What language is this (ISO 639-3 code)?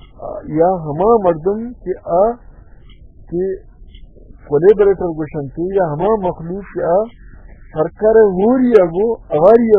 bal